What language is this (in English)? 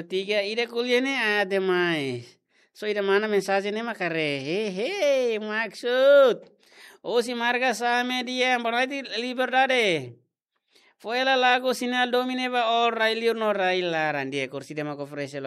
Tetum